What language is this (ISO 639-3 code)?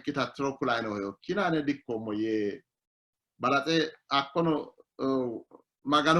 sid